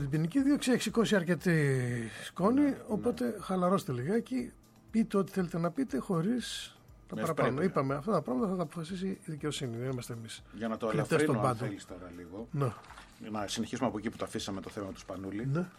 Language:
Greek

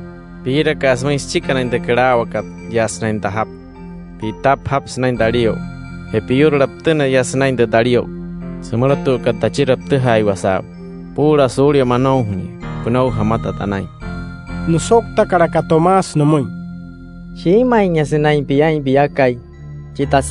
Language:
Wayuu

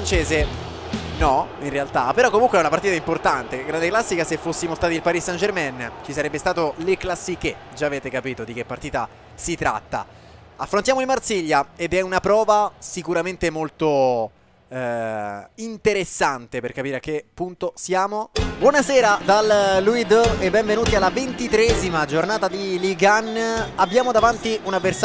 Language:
Italian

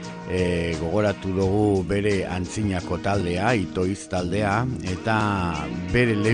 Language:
Basque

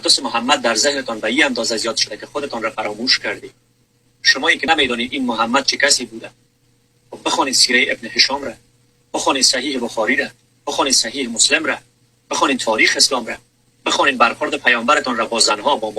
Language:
Persian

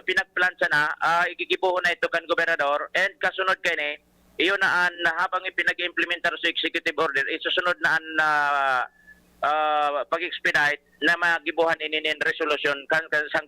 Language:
Bikol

